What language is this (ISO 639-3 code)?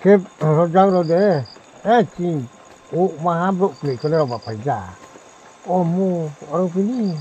ria